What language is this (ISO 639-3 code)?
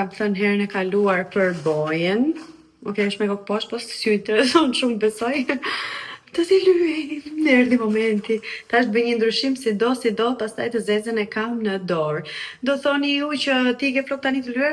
sqi